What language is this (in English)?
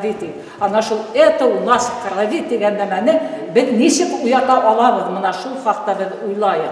Bashkir